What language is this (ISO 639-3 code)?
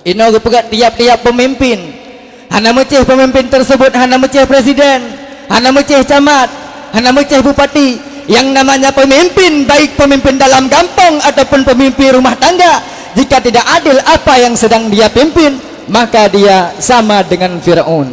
ace